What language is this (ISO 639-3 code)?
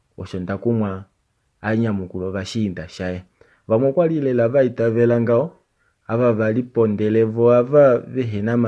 kua